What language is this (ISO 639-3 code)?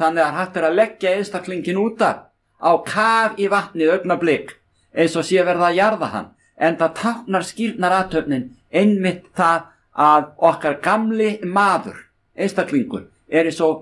isl